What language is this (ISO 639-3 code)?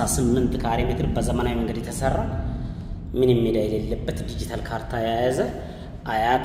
amh